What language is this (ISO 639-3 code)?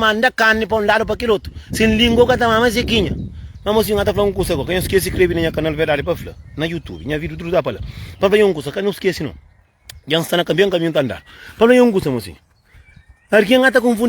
kea